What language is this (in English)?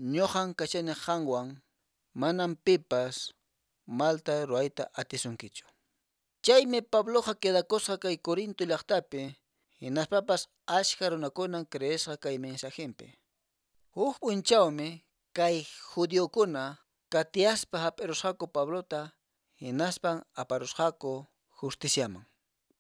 Quechua